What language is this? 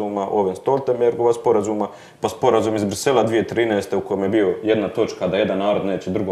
Croatian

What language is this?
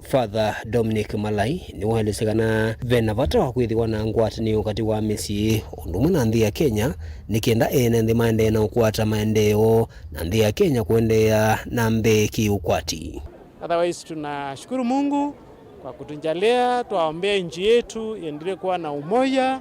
Kamba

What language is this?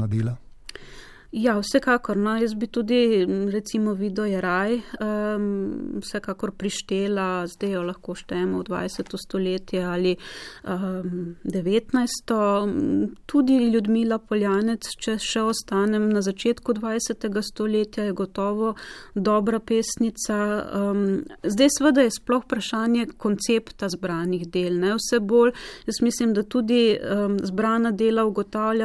Slovenian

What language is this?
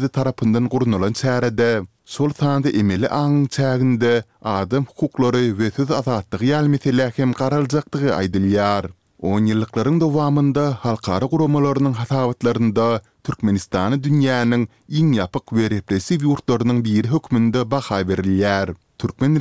Turkmen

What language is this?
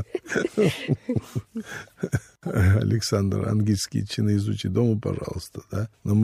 Russian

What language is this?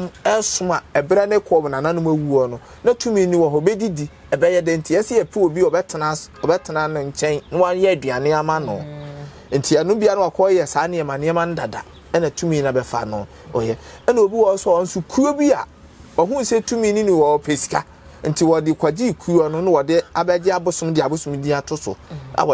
Akan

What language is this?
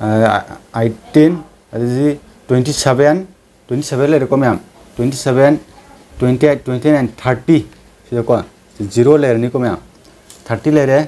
Manipuri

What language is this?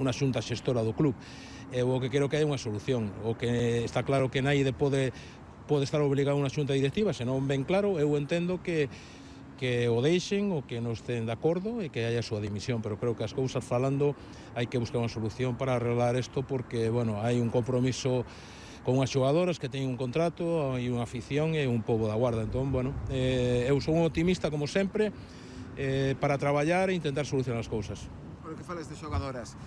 Galician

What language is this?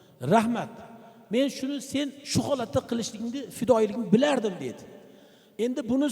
Uzbek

